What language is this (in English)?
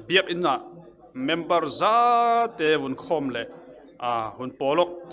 Falam Chin